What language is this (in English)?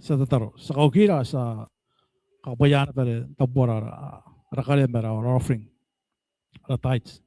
Gilbertese